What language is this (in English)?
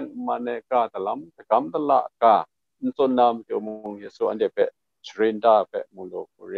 Kachin